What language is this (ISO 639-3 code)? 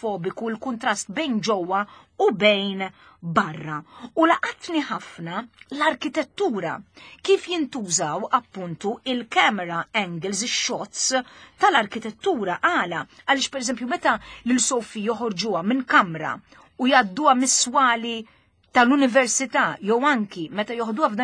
mlt